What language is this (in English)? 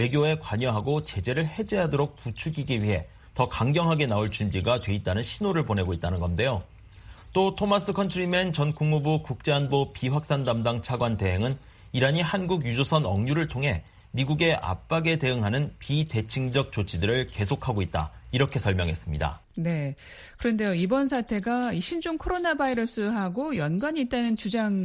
Korean